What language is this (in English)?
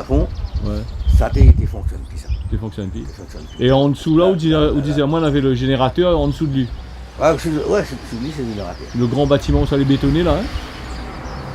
Réunion Creole French